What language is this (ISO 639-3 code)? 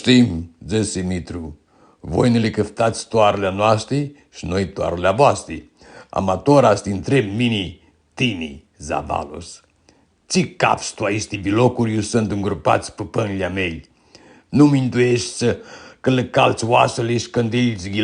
rup